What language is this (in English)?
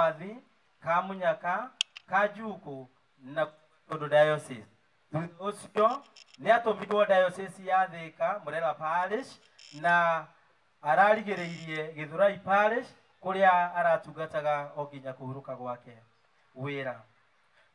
Kikuyu